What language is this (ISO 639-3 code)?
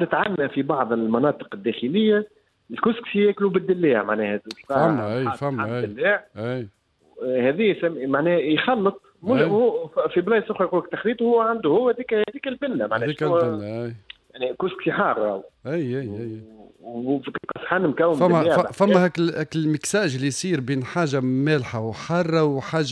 aeb